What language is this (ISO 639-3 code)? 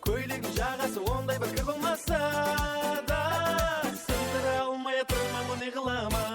kaa